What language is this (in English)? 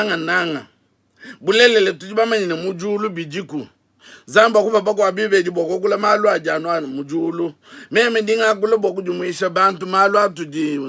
Luba-Lulua